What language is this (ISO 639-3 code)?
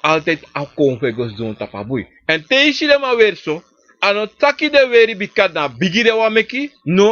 srn